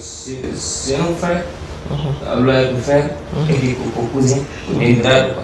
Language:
Fula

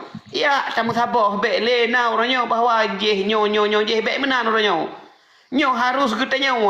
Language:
Achinese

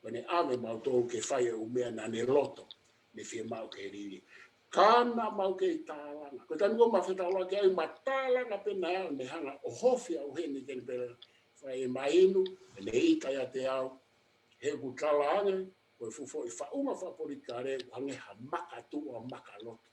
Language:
Tongan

